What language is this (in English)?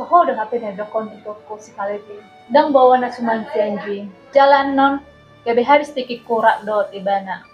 Batak Toba